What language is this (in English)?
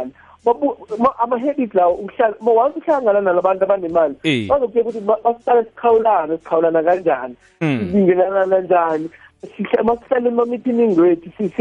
South Ndebele